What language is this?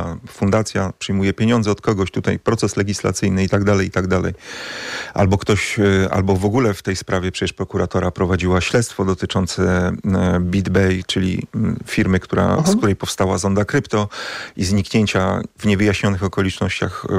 Polish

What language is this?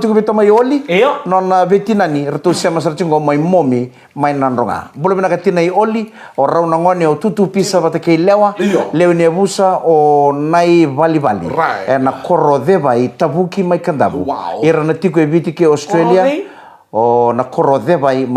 Fijian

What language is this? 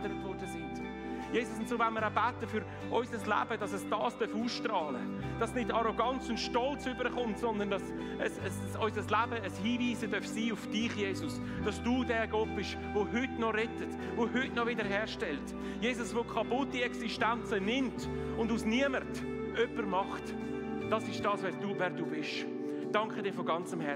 Swiss German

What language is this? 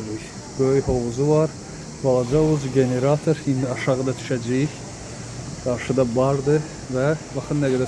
Azerbaijani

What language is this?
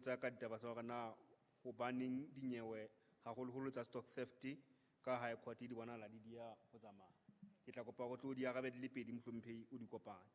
Southern Sotho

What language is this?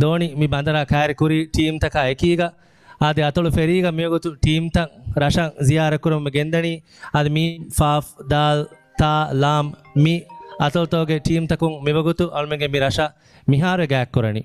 Divehi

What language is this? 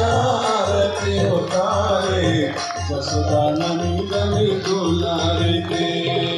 Bhojpuri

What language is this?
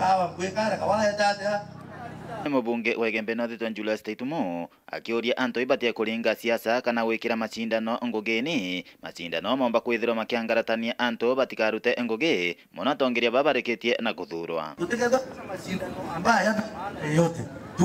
Meru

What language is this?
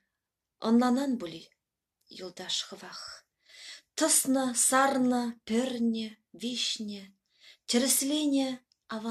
Chuvash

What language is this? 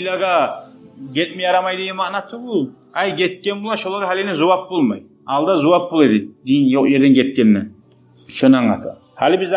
Kumyk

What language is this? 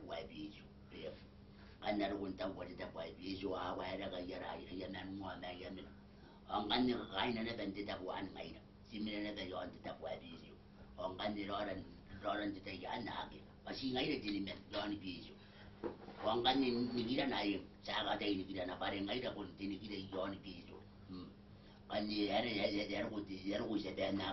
Gilbertese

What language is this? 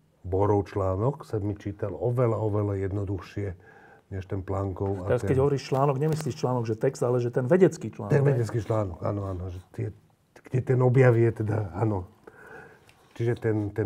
Slovak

